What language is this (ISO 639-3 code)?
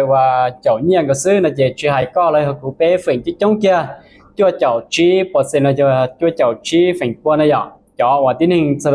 hmn